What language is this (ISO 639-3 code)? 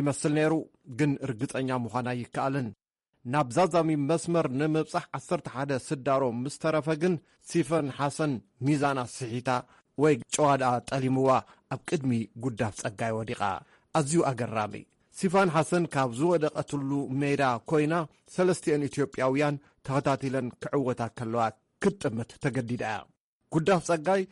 tir